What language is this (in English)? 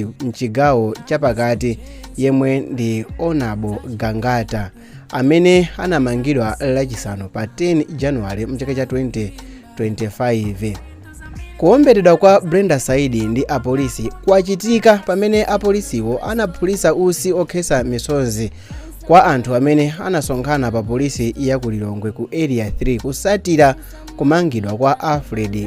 Nyanja